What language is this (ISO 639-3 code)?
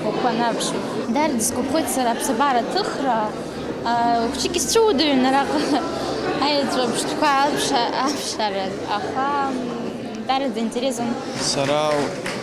abk